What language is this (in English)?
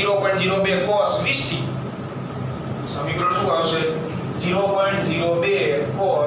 Gujarati